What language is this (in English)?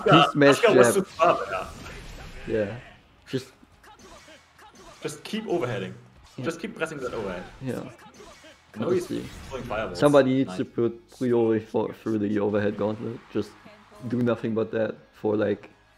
English